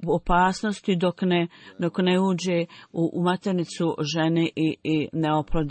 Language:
Bosnian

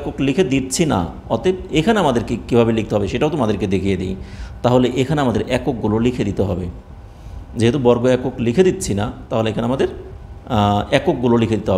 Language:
Bangla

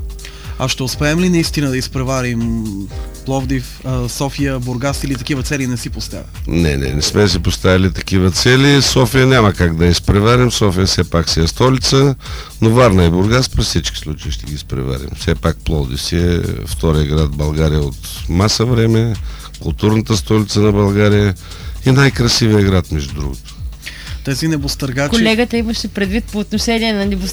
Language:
Bulgarian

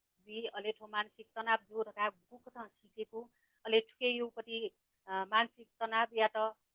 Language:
Newari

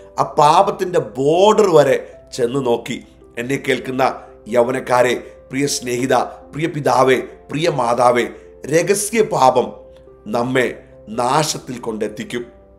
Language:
Malayalam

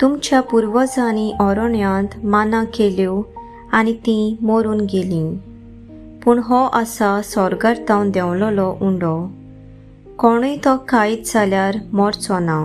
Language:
Konkani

